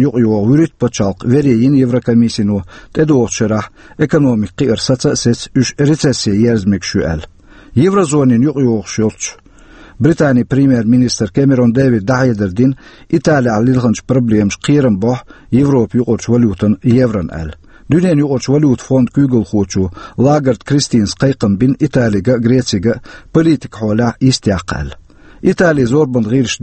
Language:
Chechen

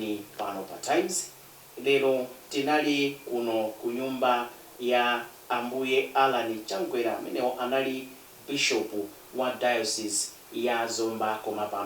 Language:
Nyanja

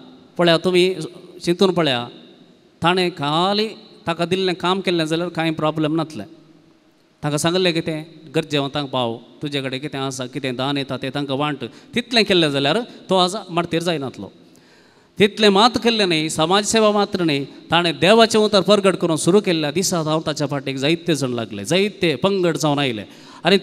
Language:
Konkani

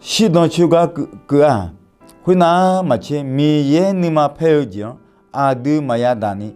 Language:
Akha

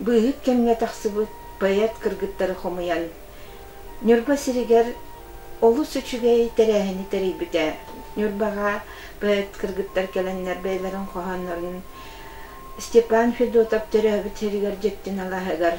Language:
Yakut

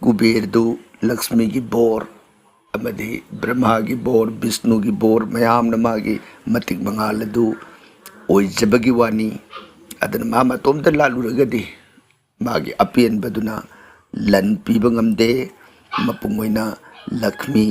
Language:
Manipuri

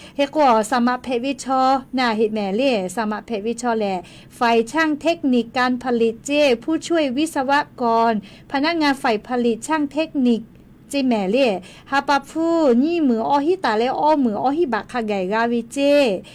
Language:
Lahu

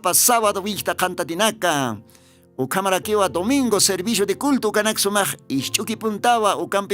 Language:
Aymara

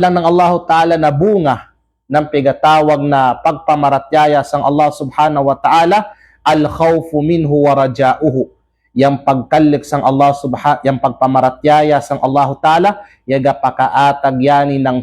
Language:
Kalagan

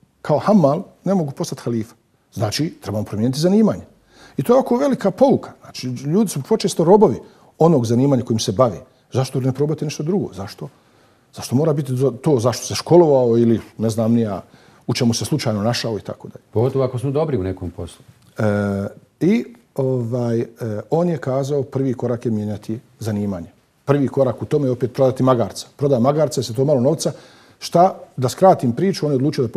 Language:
Bosnian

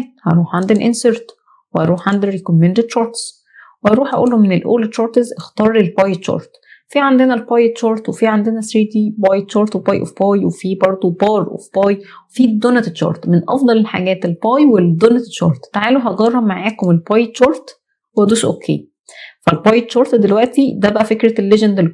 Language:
Egyptian Arabic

